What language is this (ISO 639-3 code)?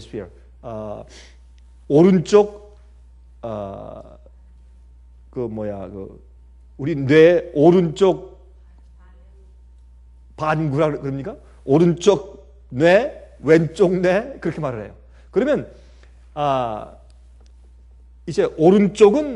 kor